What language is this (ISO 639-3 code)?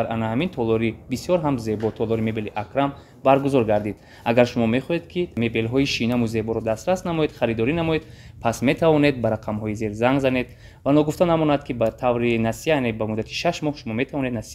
tgk